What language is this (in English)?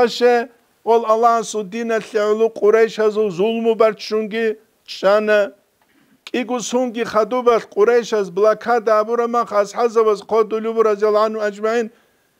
Avaric